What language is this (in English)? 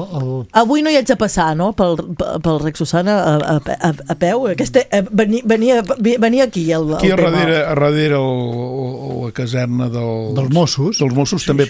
Catalan